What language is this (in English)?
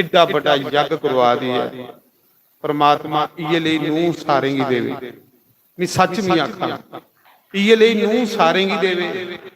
Dogri